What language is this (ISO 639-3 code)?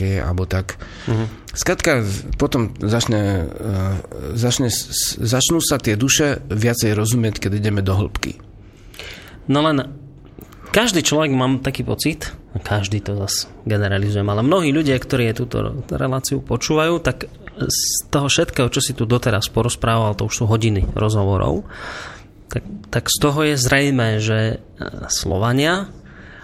slk